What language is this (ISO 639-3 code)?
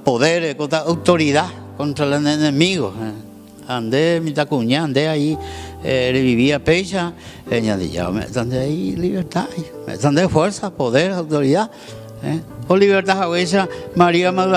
grn